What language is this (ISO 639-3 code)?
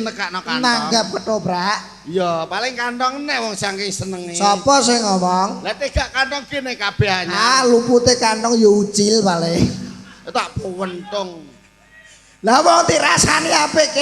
jav